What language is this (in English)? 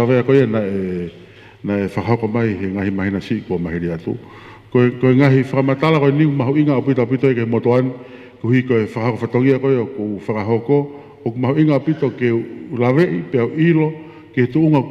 Tongan